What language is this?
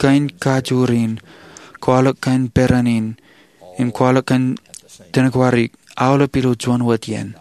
Marshallese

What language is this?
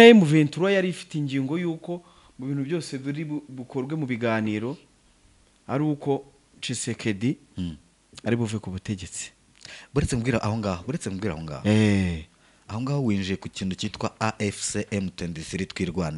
Kinyarwanda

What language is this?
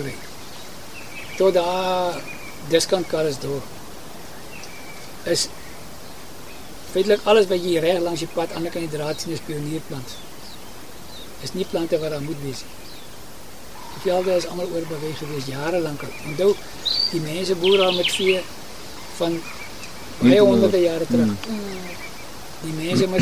Afrikaans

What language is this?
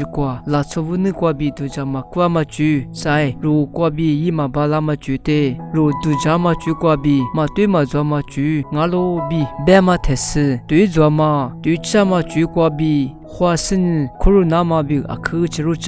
Lisu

